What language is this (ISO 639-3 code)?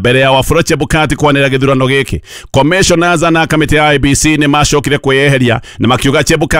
kik